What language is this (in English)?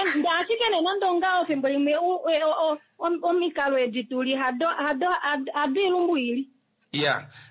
Kuanyama